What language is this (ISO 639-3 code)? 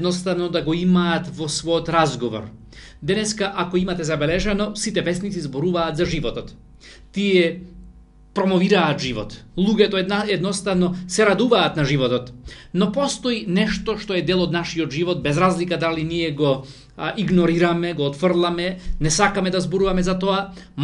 mkd